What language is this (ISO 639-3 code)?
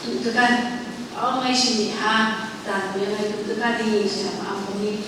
nph